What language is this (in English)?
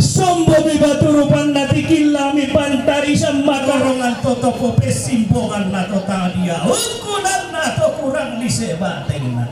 Toraja-Sa'dan